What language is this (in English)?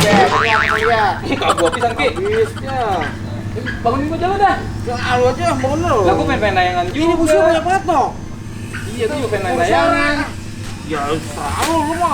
Betawi